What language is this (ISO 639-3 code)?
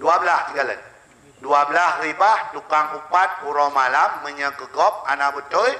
ace